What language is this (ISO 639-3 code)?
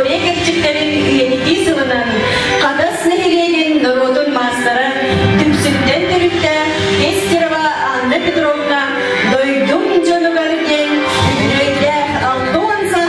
sah